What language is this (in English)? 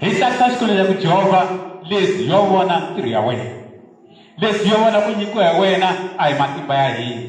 Tsonga